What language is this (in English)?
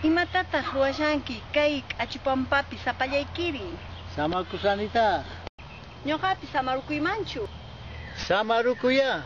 Quechua